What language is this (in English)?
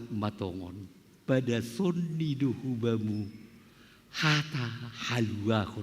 Batak Simalungun